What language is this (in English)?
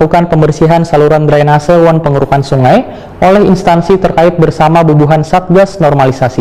Banjar